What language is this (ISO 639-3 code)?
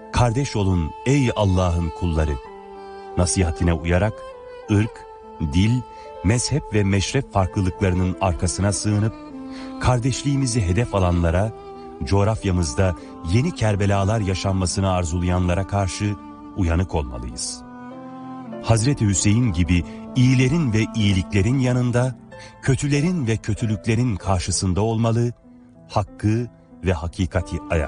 tur